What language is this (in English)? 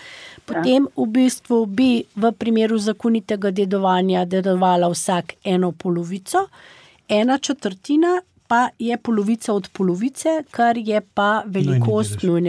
Slovenian